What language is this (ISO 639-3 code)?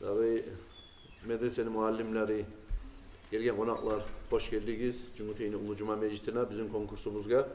kum